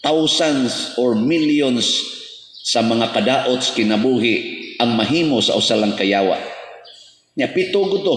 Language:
Cebuano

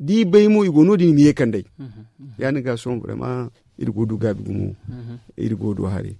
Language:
Zarma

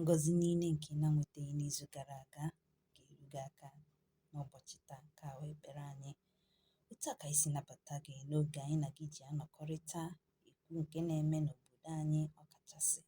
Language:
Igbo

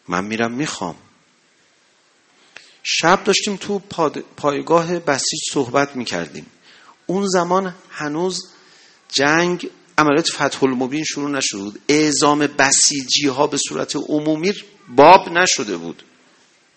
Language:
Persian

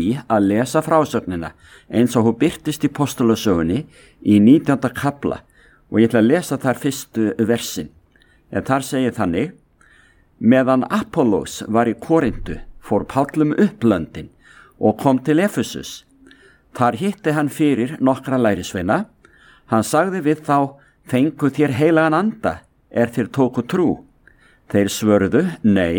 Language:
Icelandic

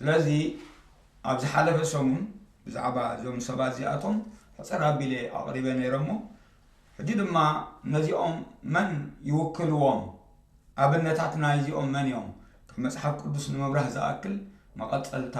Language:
Tigrinya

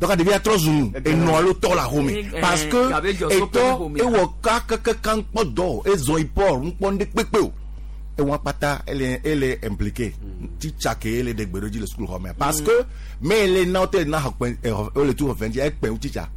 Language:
Gen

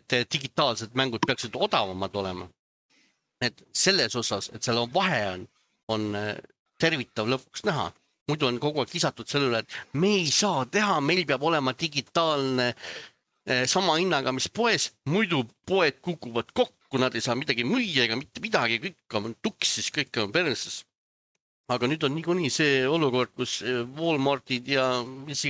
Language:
Estonian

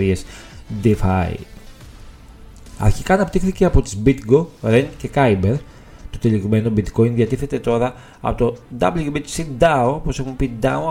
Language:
Greek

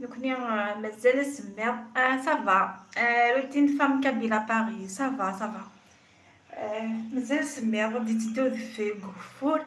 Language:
Kabyle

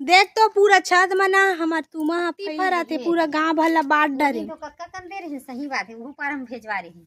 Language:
Chhattisgarhi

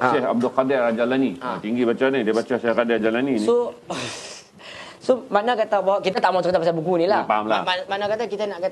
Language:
Malay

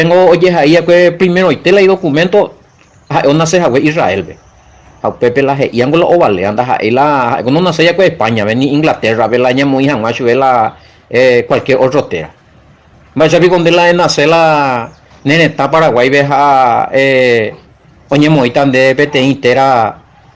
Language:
Guarani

